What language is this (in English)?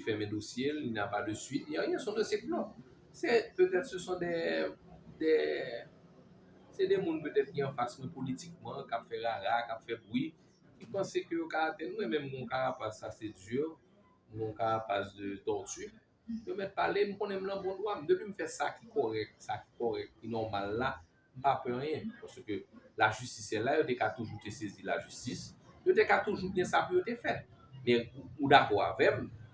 Haitian Creole